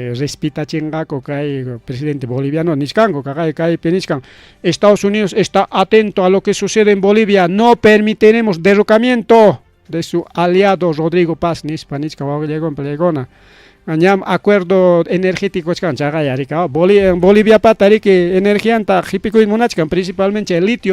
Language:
Ayacucho Quechua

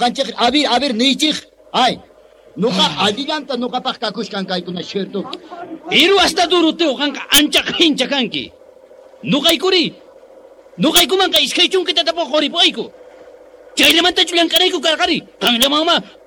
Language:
Quechua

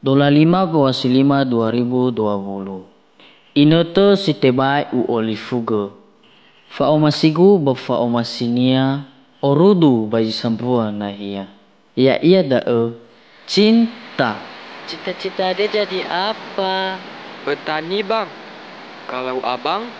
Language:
Nias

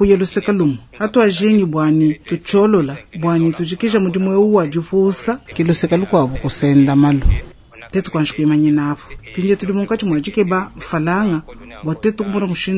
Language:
Luba-Lulua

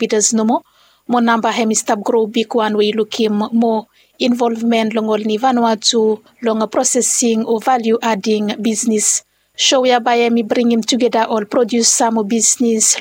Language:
Bislama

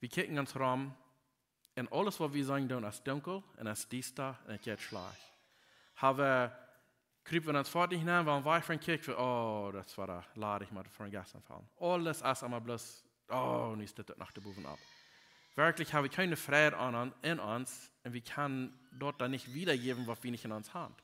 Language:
Plautdietsch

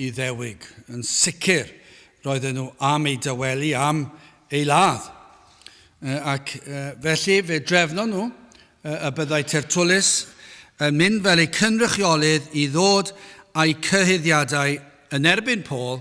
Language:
Welsh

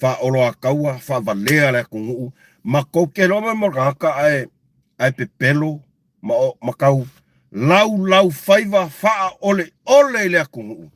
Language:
Samoan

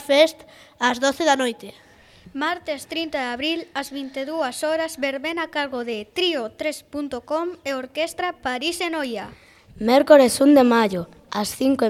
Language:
Galician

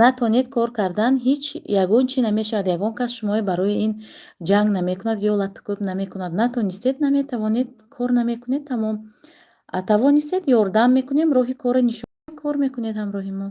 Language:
Tajik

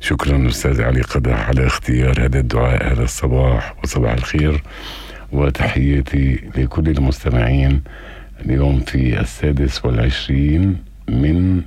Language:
North Levantine Arabic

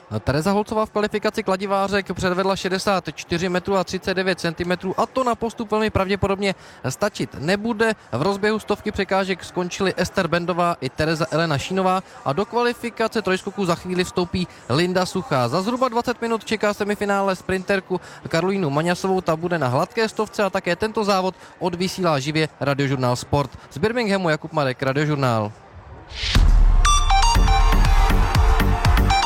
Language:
Czech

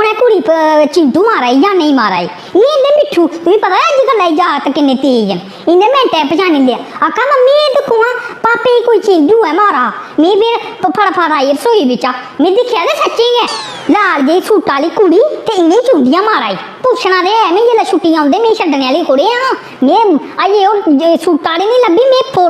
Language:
Dogri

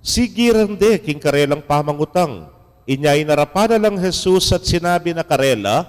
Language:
Pampanga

